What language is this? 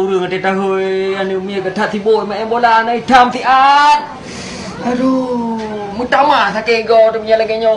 Achinese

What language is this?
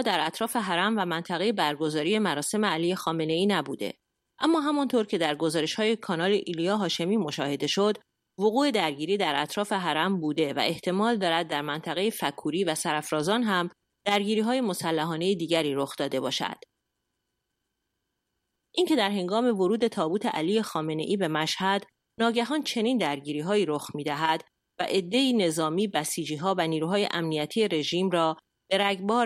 Persian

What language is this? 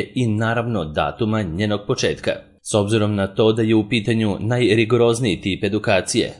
Serbian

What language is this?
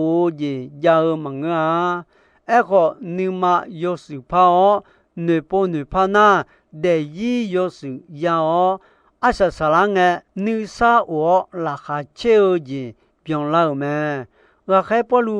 Akha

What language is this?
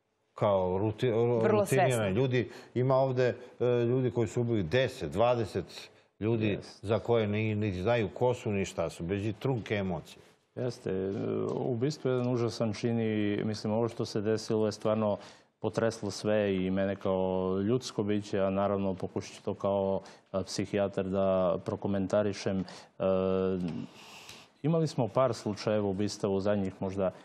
Serbian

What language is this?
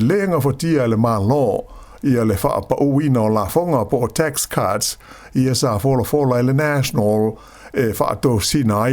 Samoan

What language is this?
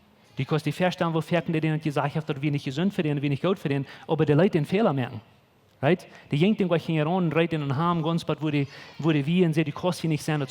Plautdietsch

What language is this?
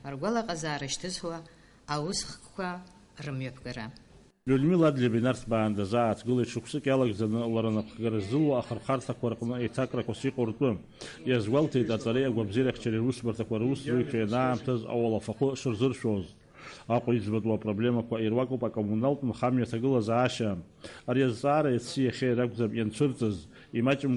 Abkhazian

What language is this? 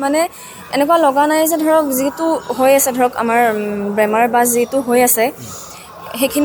Assamese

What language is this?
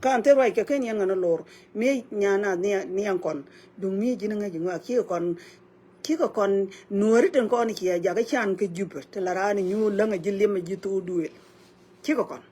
Nuer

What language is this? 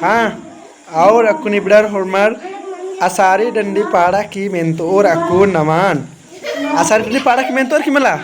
Kurukh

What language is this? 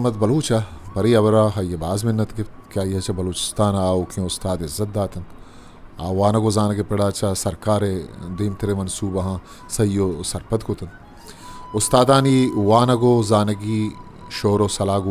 Eastern Balochi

